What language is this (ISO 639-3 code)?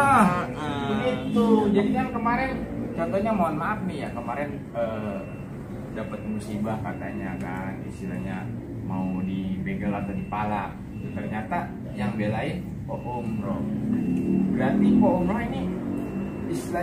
bew